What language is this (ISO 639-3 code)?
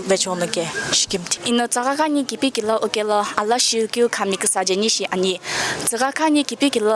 nsm